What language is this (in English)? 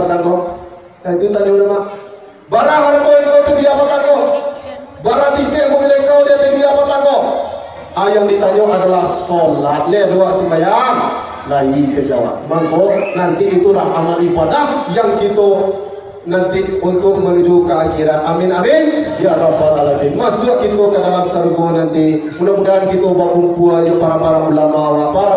Minangkabau